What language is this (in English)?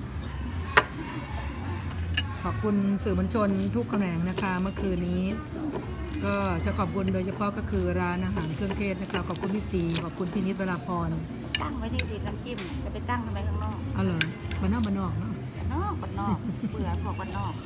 Thai